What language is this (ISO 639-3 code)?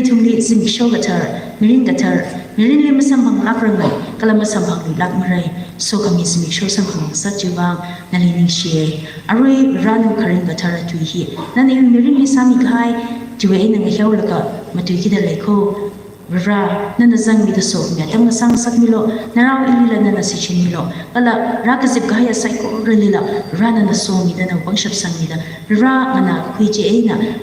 nmf